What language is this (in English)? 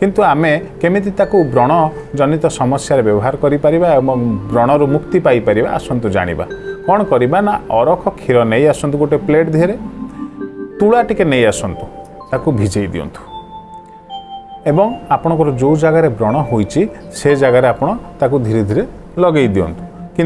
Odia